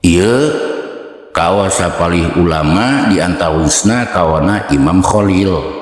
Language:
Sundanese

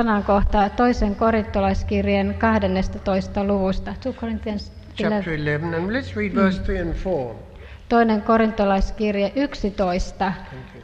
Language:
Finnish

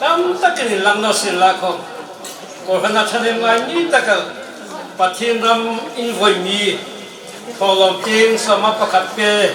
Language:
Hmar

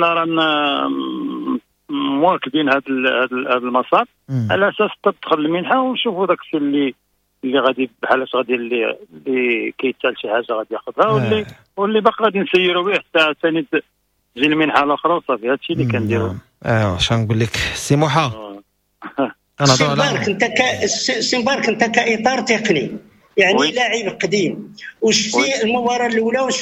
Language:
Moroccan Arabic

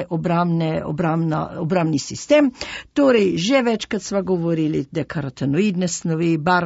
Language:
Slovenian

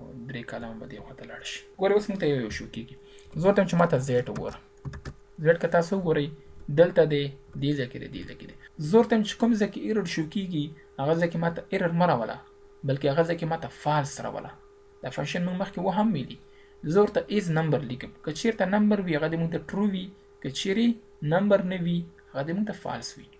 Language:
Pashto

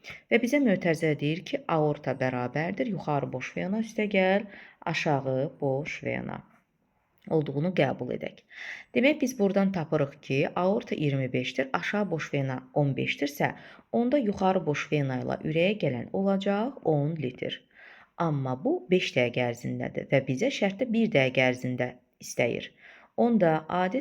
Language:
Azerbaijani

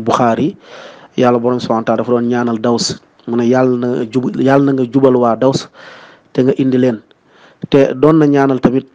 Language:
Wolof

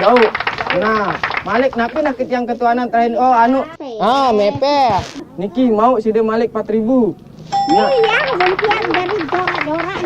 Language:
Sasak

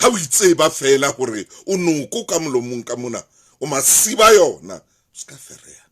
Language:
Southern Sotho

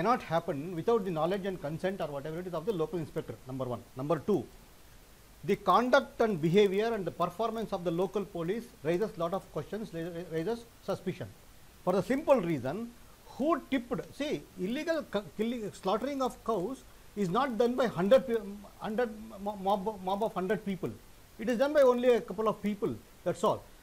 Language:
English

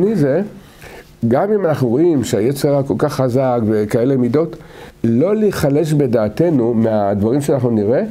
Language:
Hebrew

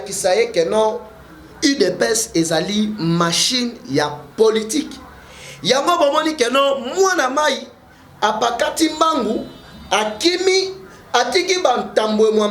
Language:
Lingala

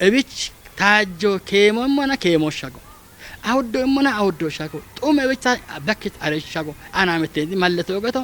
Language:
Kafa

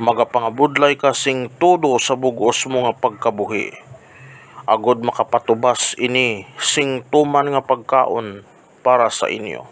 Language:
Hiligaynon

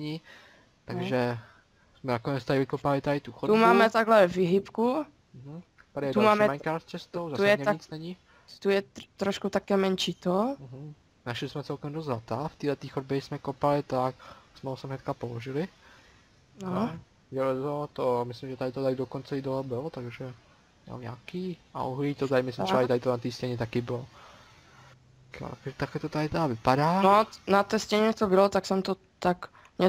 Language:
Czech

